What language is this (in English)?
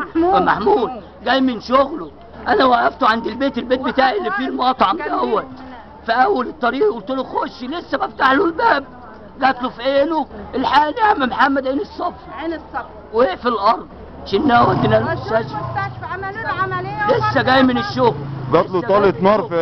Egyptian Arabic